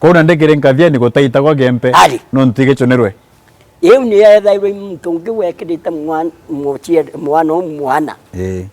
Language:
Meru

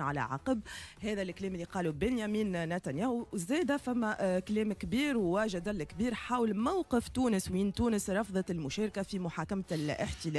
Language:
Tunisian Arabic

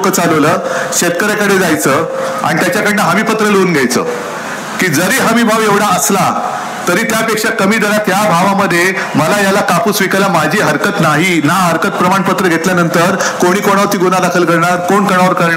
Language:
Marathi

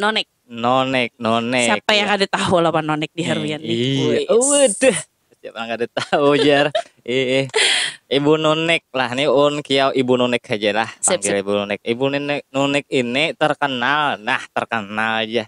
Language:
Banjar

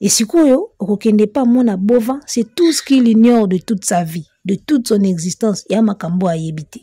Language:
Lingala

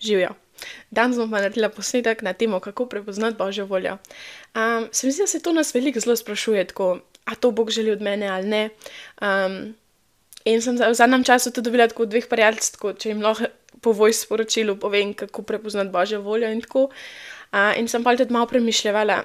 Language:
Slovenian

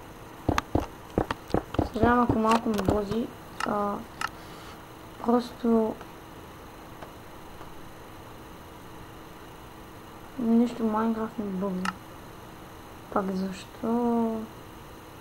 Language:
Bulgarian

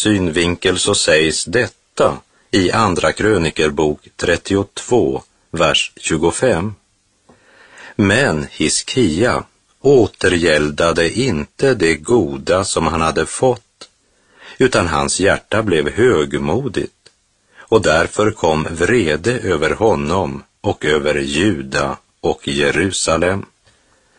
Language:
Swedish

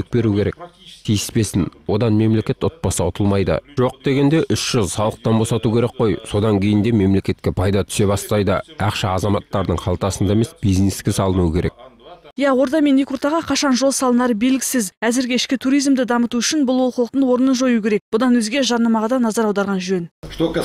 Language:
Kazakh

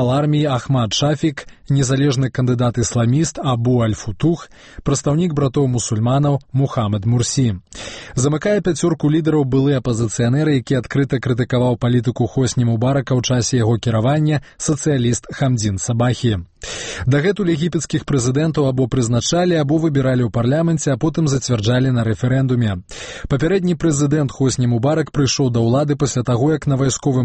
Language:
Belarusian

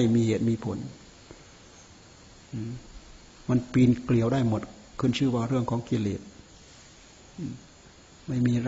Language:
Thai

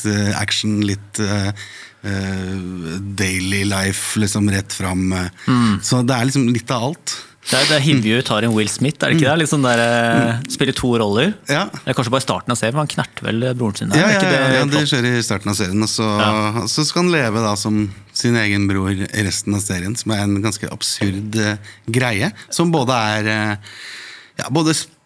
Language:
Norwegian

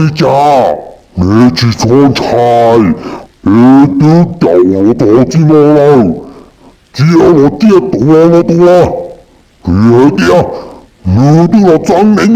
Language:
Hmong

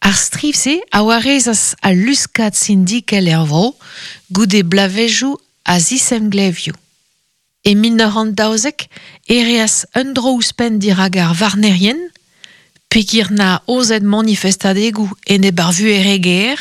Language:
Breton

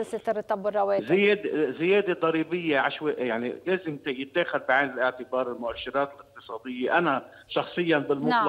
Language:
North Levantine Arabic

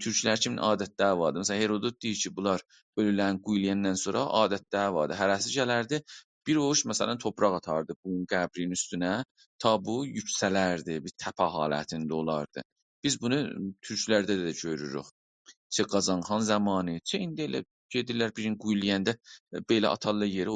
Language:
South Azerbaijani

